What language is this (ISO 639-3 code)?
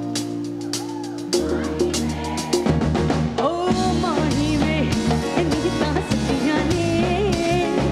hin